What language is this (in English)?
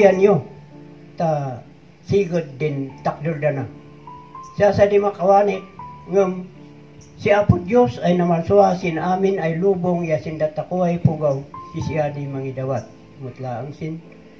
Kankanaey